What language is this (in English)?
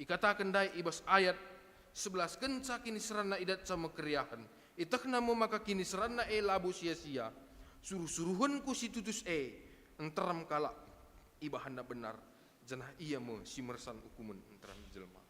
Batak Karo